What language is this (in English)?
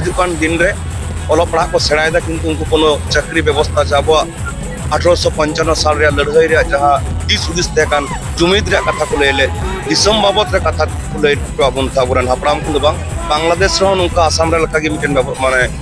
Santali